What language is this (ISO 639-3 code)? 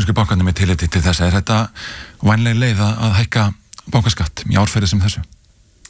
isl